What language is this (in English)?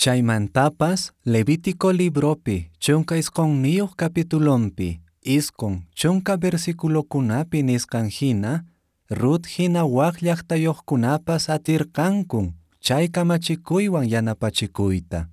Quechua